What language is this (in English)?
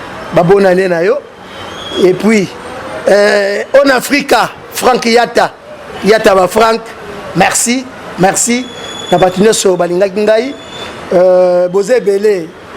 Lingala